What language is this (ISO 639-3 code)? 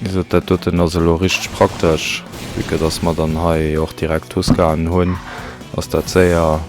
ltz